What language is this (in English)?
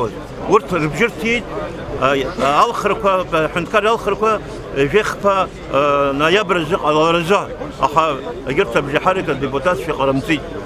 Abkhazian